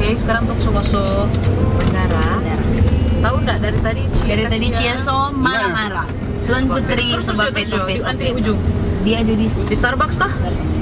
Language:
Manado Malay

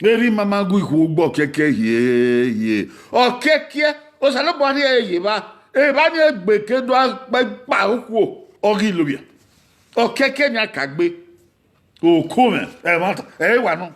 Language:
Bini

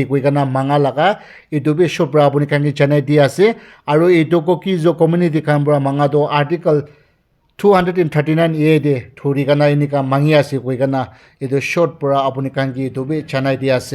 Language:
Naga Pidgin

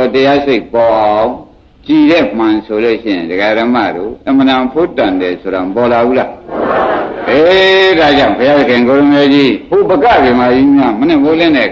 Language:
Burmese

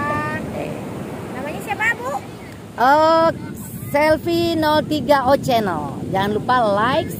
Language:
Indonesian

